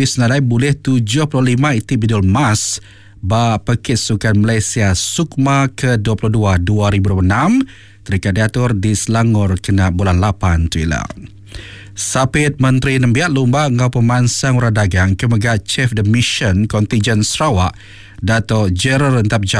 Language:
Iban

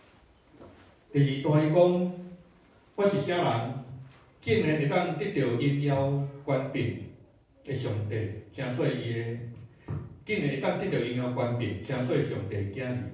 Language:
Min Nan Chinese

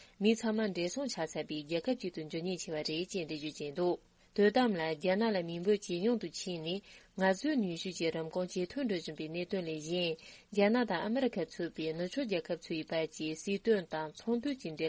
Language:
Tibetan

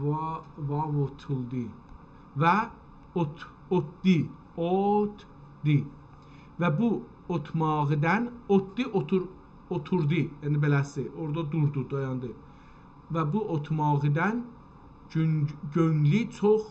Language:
South Azerbaijani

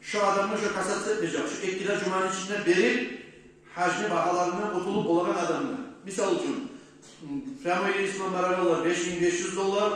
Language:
Kumyk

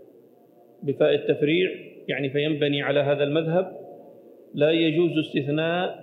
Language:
Arabic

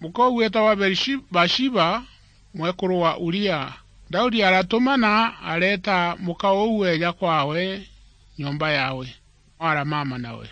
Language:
Meru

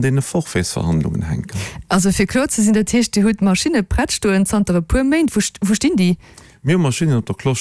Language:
Luxembourgish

